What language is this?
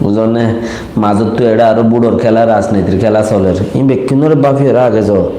Rohingya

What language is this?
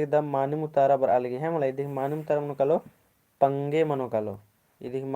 Kurukh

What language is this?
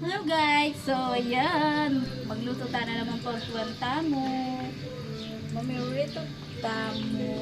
Pampanga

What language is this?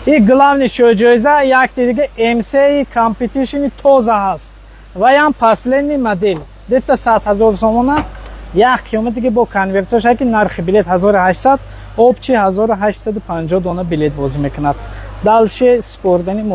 Tajik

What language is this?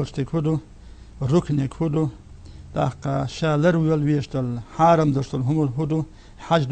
Chechen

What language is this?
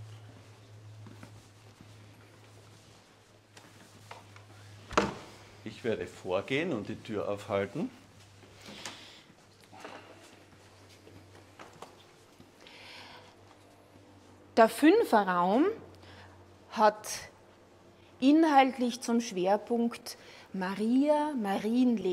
German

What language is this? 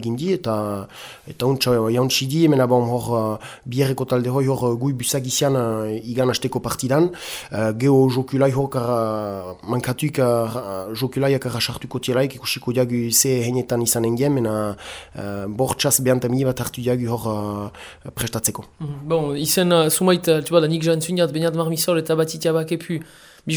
Basque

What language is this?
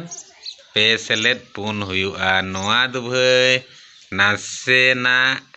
Santali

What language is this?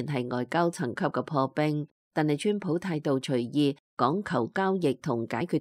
Cantonese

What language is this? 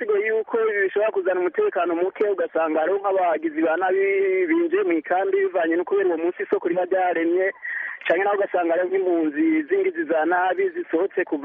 Kinyarwanda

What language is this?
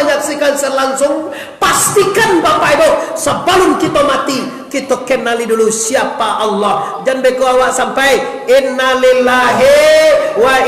Minangkabau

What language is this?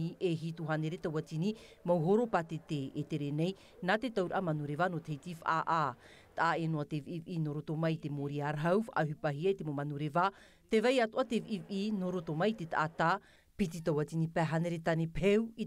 Tahitian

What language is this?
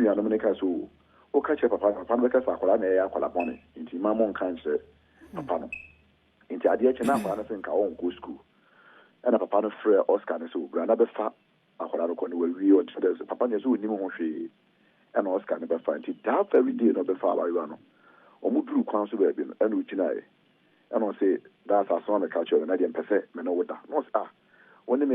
Akan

